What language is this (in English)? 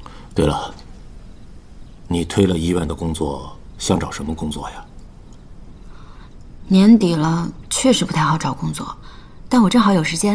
Chinese